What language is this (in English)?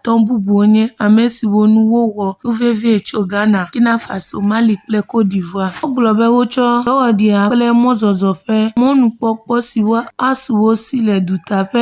Ewe